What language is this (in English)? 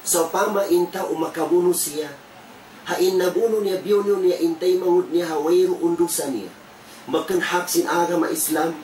Tausug